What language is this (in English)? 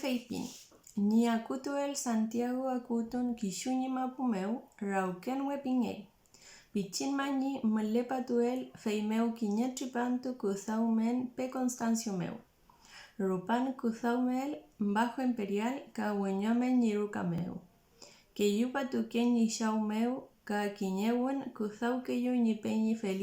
Mapuche